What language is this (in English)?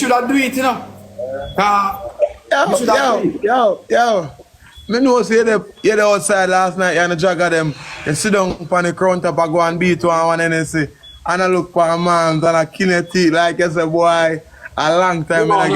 Jamaican Creole English